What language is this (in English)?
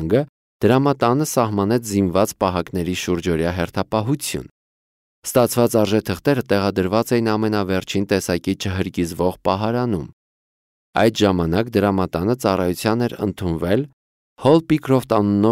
Armenian